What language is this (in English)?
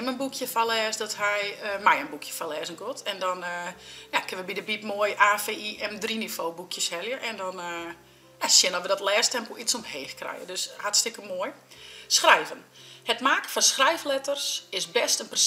Western Frisian